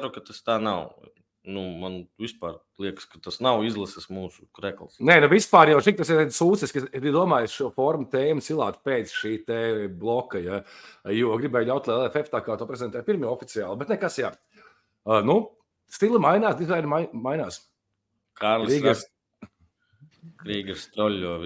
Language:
Latvian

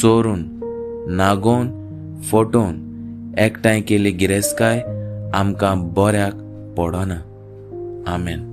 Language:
Konkani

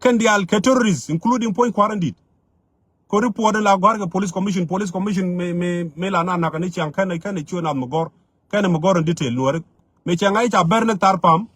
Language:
Nuer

